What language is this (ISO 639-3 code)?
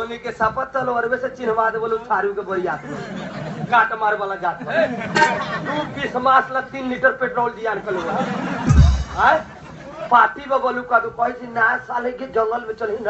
bho